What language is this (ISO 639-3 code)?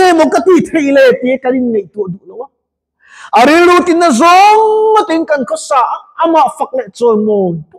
lus